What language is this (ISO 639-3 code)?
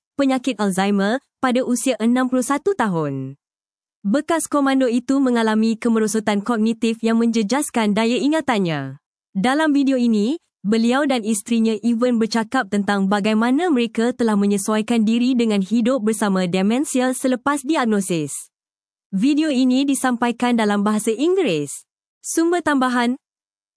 msa